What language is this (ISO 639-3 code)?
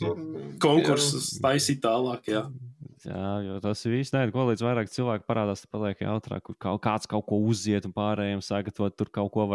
lav